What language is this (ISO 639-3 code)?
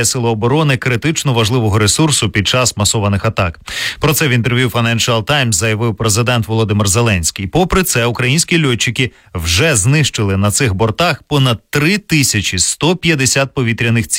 ukr